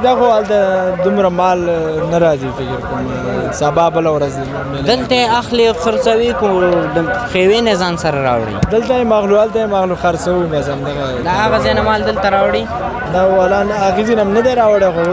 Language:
Pashto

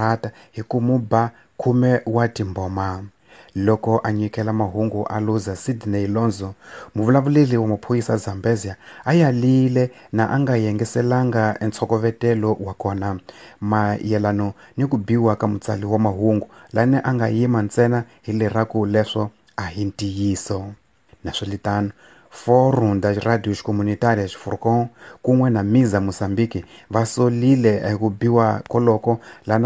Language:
Tsonga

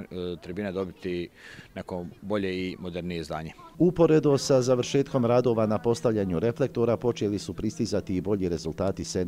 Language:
Bosnian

